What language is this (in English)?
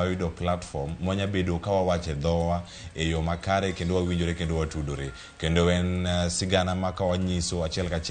Luo (Kenya and Tanzania)